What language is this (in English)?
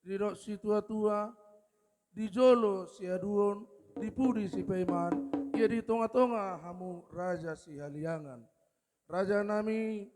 Batak Toba